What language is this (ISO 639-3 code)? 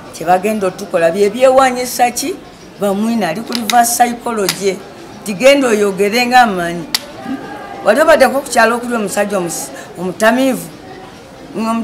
lug